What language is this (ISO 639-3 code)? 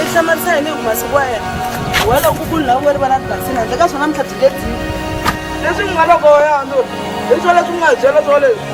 tso